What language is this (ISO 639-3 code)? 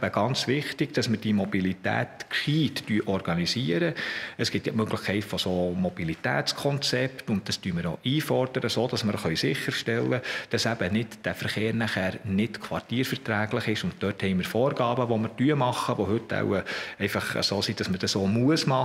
gsw